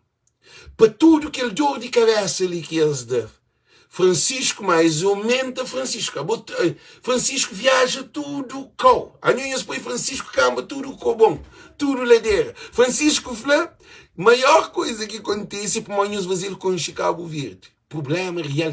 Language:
Kabuverdianu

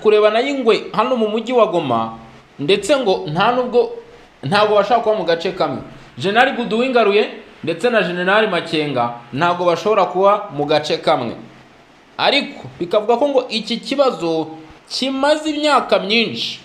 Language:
Kinyarwanda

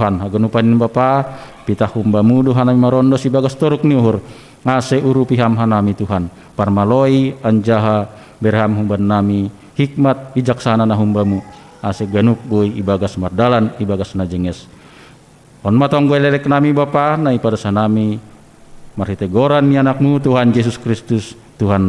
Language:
Batak Simalungun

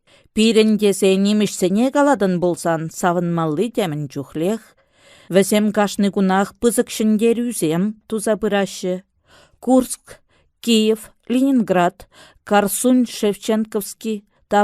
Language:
Chuvash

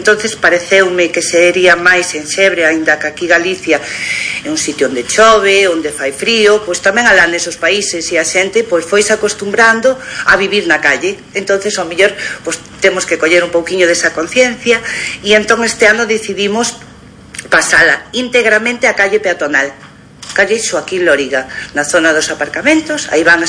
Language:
Galician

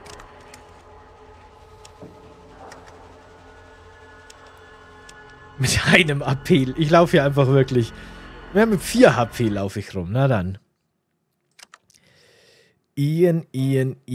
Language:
German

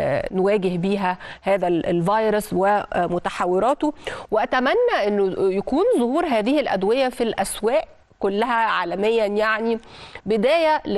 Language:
Egyptian Arabic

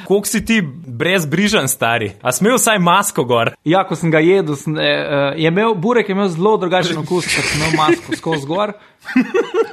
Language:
Slovenian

